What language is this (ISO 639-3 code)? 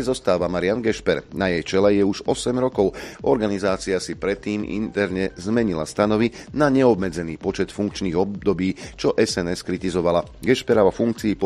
slk